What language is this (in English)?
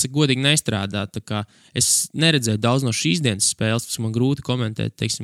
Latvian